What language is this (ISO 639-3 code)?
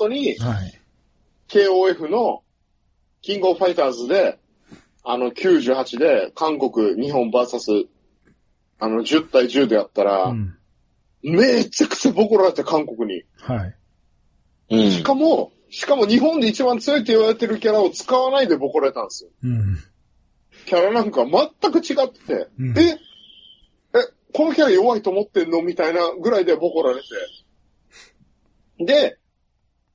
jpn